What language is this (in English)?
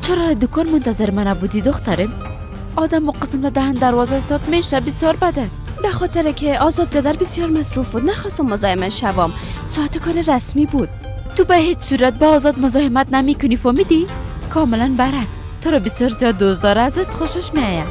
Persian